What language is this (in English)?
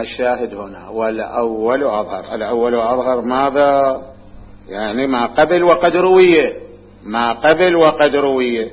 Mesopotamian Arabic